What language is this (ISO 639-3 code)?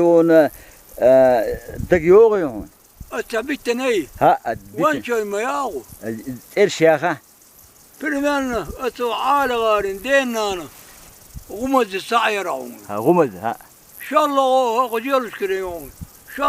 che